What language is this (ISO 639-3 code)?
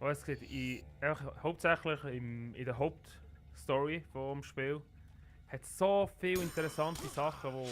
gsw